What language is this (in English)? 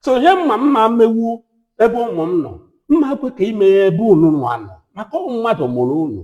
Igbo